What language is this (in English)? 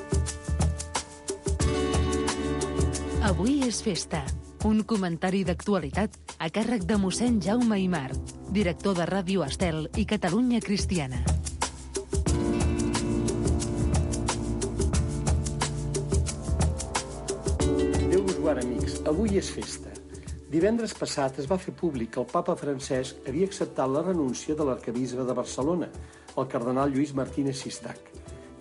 Catalan